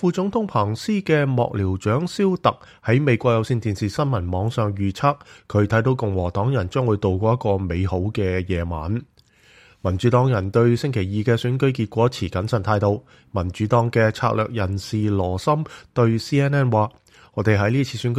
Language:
Cantonese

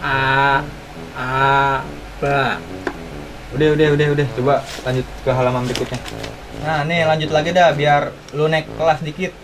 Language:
Betawi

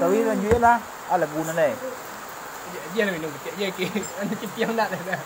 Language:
Minangkabau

